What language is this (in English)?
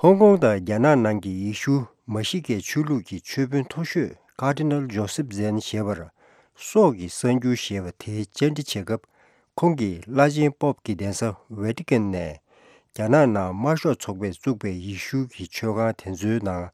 Tibetan